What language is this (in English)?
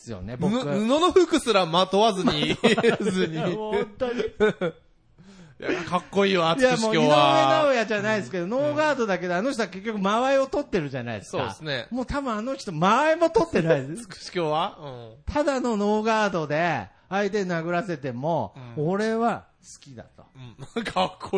Japanese